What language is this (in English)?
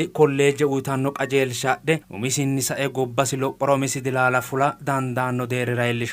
Sidamo